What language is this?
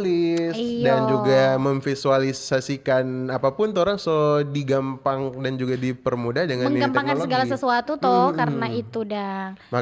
Manado Malay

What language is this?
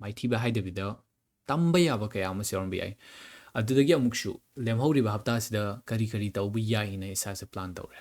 Manipuri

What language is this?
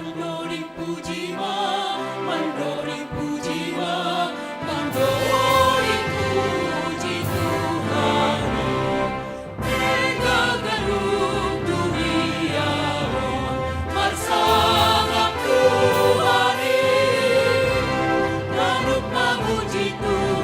Batak Simalungun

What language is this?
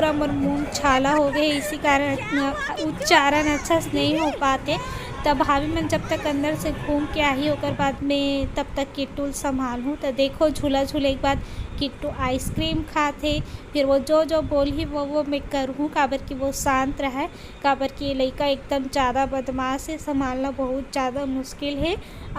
Chhattisgarhi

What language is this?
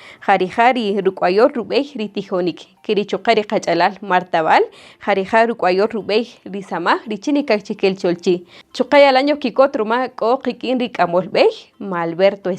Kaqchikel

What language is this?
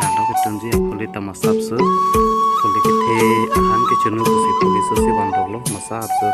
Karbi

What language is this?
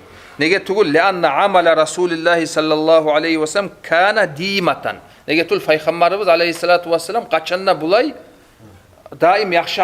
Kumyk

